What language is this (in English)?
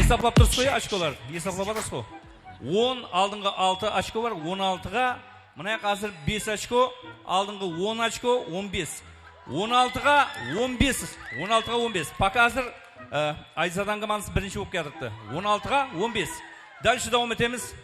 Kara-Kalpak